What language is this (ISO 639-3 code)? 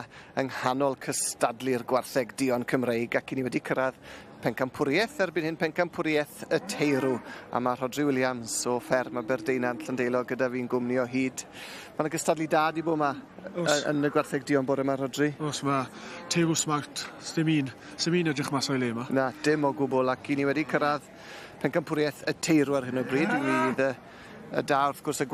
cym